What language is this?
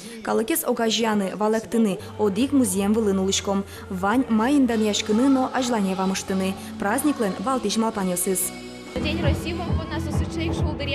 Udmurt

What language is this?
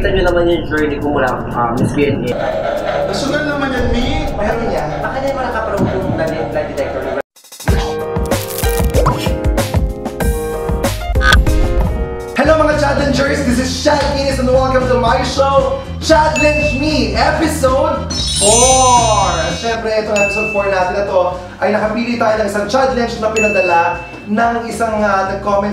Filipino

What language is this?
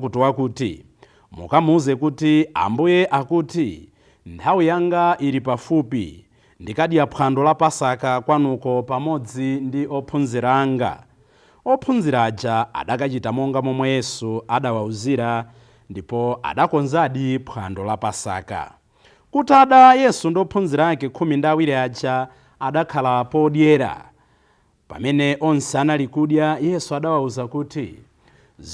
Nyanja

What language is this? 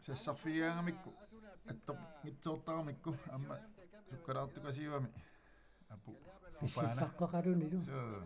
Kalaallisut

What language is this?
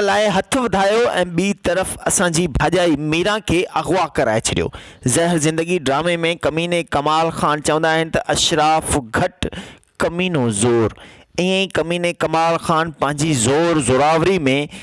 Sindhi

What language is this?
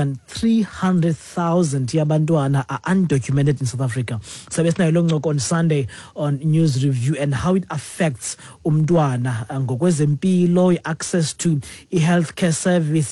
Xhosa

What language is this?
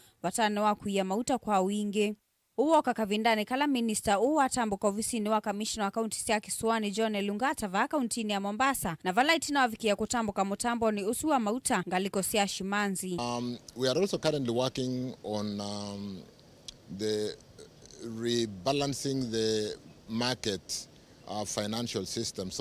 Kamba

